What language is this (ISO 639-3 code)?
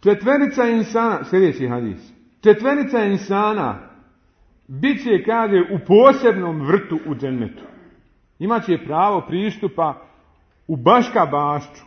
bos